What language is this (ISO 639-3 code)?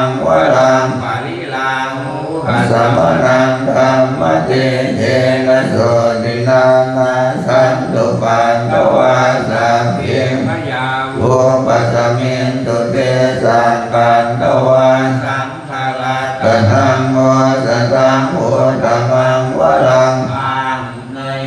pli